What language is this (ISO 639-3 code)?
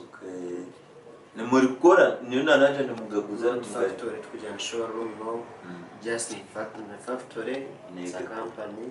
nyn